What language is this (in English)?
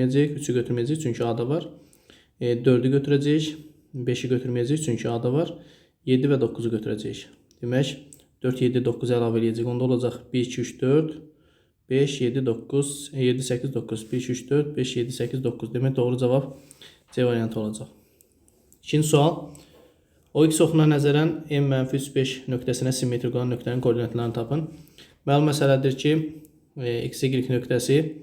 Azerbaijani